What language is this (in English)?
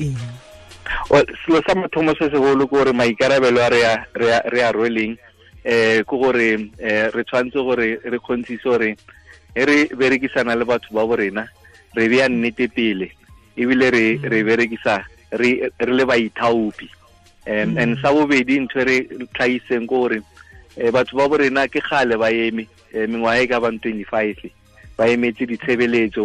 Tswana